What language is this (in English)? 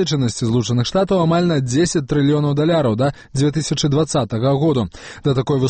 Belarusian